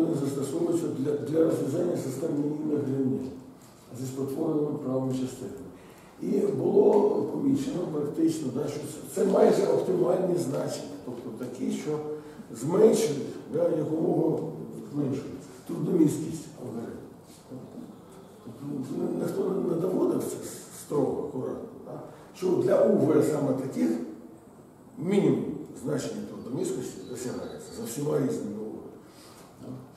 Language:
Ukrainian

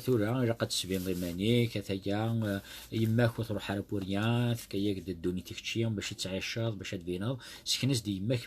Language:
Kabyle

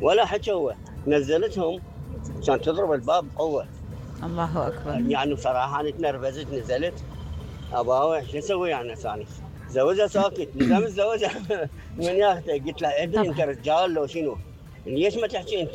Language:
Mesopotamian Arabic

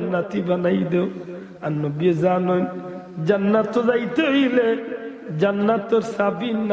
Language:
Sylheti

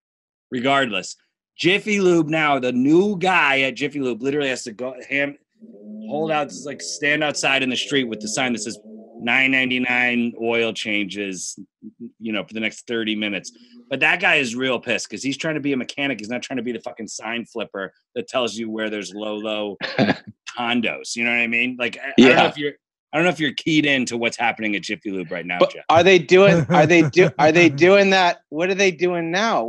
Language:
English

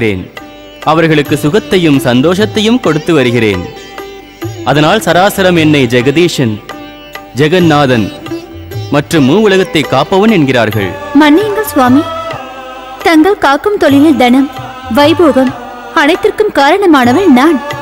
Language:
Tamil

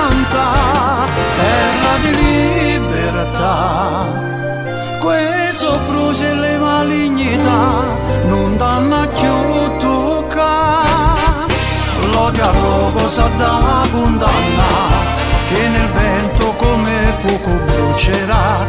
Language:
Italian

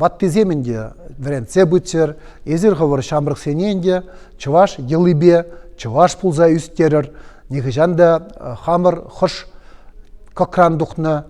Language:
Chuvash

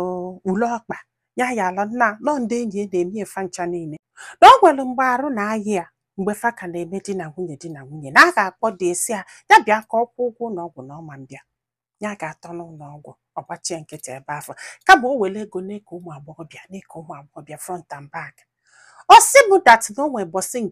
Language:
Igbo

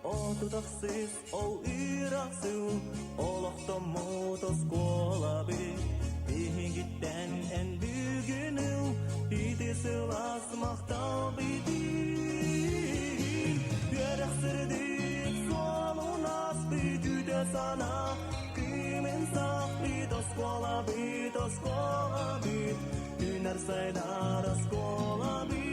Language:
Yakut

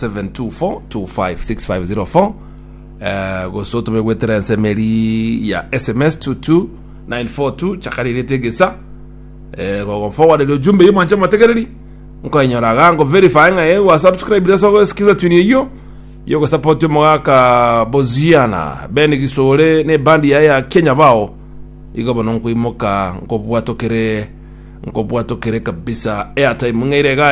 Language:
Gusii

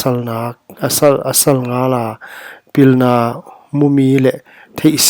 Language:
Paite Chin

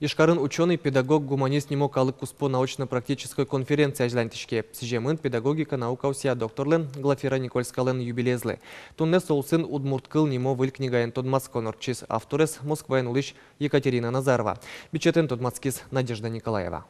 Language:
Udmurt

